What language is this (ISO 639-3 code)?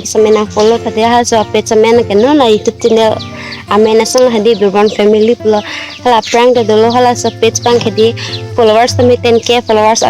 mjw